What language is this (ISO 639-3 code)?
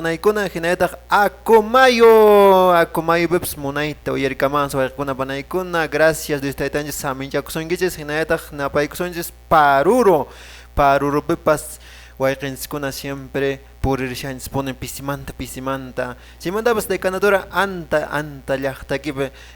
que